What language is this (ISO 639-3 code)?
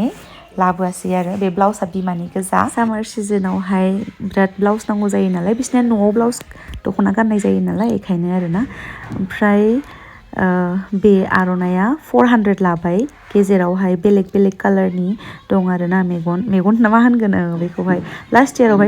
brx